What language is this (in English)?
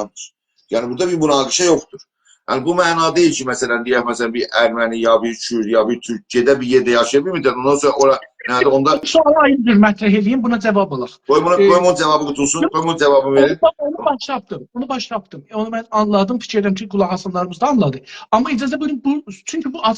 South Azerbaijani